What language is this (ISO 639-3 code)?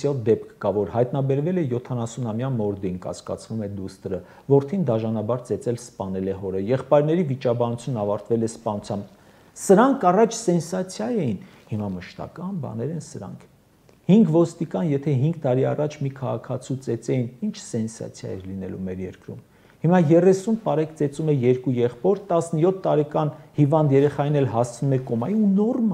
hye